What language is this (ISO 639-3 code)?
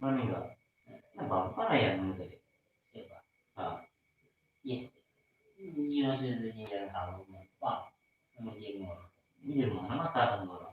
bjn